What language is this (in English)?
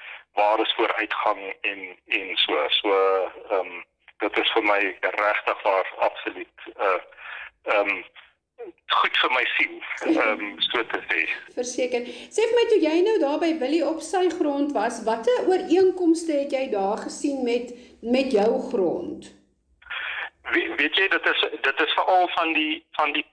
Afrikaans